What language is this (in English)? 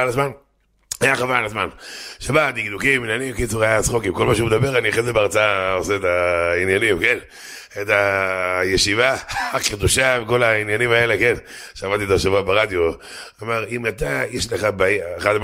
Hebrew